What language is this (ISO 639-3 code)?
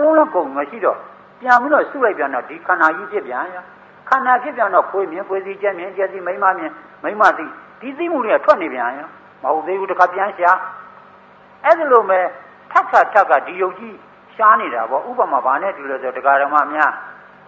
mya